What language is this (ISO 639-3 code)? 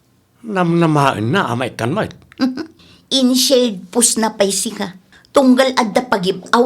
ilo